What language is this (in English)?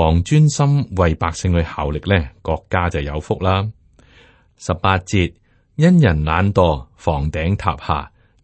Cantonese